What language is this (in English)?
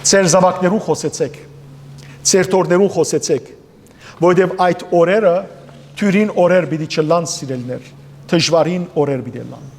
Western Armenian